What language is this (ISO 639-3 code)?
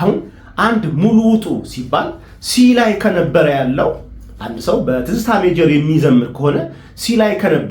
amh